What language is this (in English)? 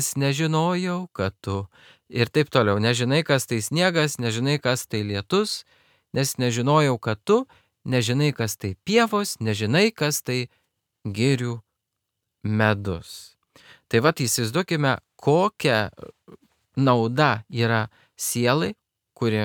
Lithuanian